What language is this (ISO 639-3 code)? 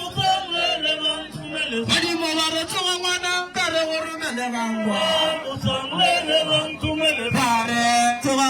nso